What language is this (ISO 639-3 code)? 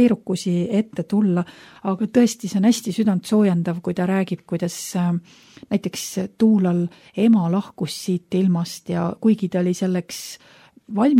est